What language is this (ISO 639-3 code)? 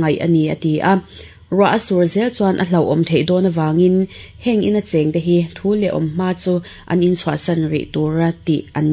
lus